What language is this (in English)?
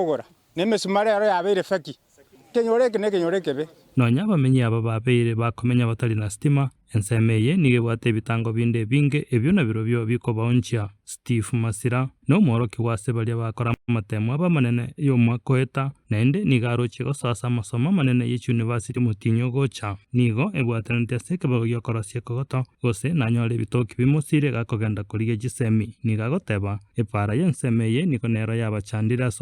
Gusii